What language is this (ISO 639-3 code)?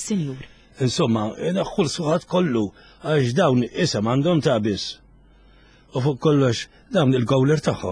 mlt